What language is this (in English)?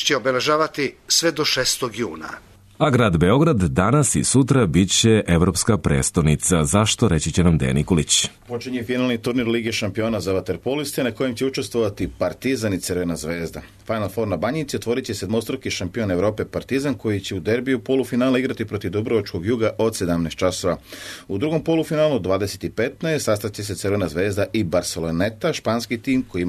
Serbian